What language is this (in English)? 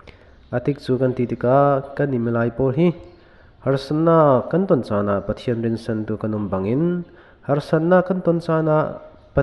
Falam Chin